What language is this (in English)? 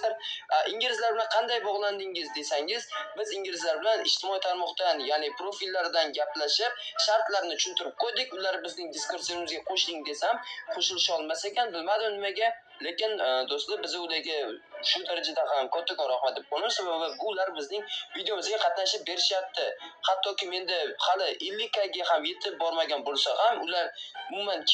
Uzbek